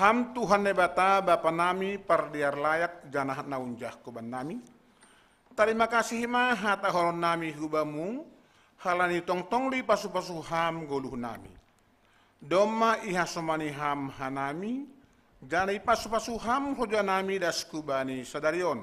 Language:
Batak Simalungun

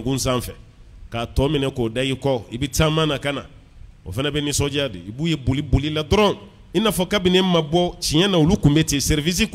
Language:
Bambara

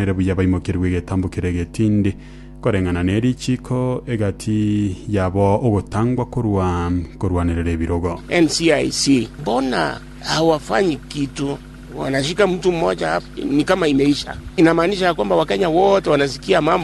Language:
Gusii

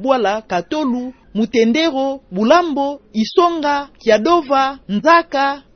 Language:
Kituba (Democratic Republic of Congo)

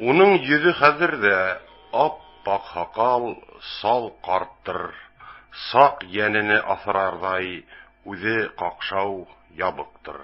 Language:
Bashkir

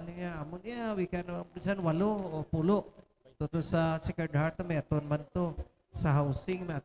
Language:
Hiligaynon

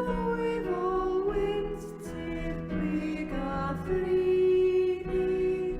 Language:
Welsh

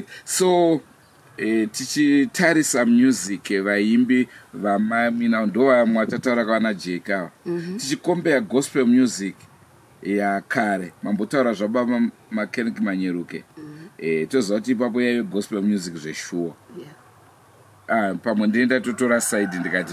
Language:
Shona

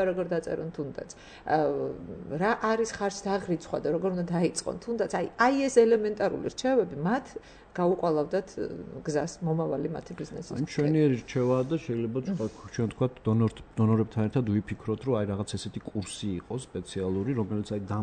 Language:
Georgian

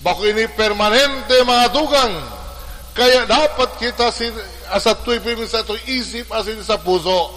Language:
Bikol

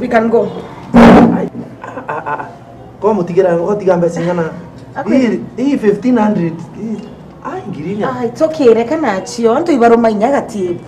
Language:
Meru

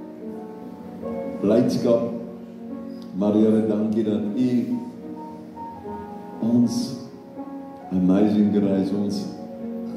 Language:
Afrikaans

